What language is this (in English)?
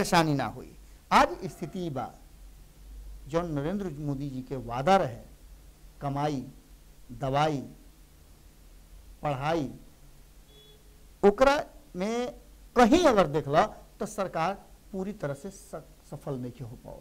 Bhojpuri